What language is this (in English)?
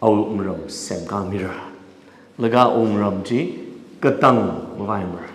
Tangkhul Naga (India)